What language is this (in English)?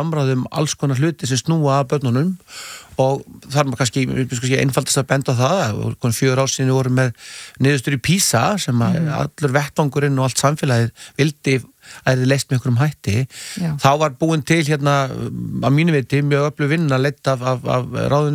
Icelandic